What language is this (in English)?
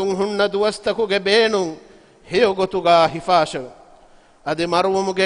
Divehi